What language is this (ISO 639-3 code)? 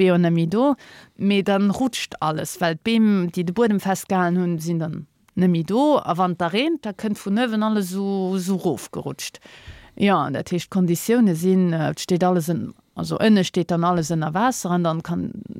ltz